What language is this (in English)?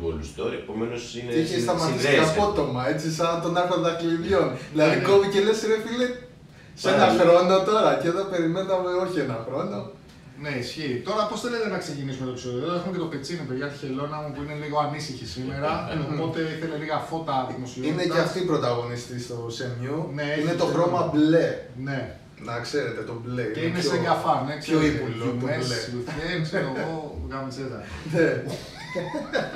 Greek